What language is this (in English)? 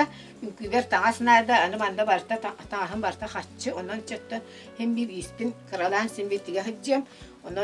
Yakut